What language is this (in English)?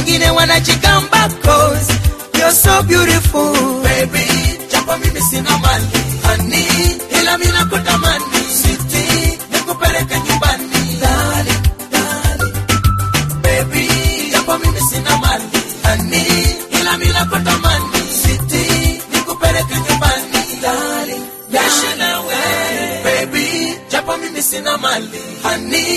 Swahili